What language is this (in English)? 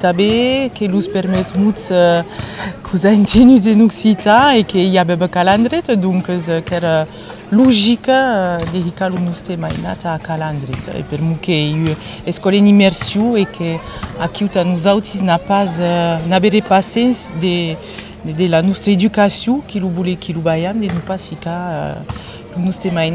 Occitan